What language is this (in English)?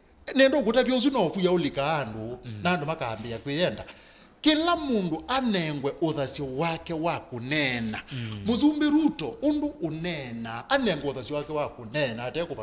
Kamba